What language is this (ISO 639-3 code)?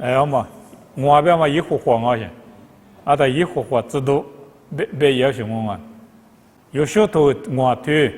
lis